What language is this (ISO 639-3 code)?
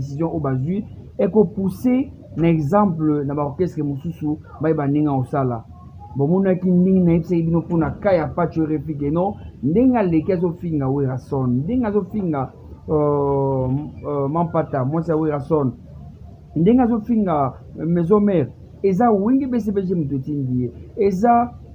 lin